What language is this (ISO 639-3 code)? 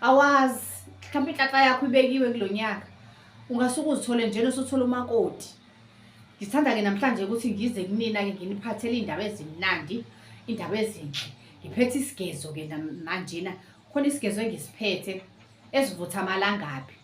zul